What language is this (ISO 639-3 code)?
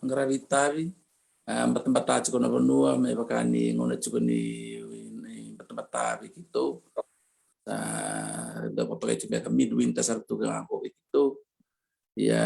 fij